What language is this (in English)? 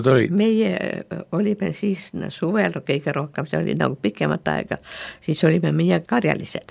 Estonian